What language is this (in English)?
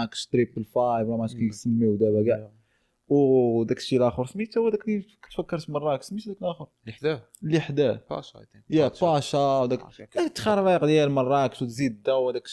Moroccan Arabic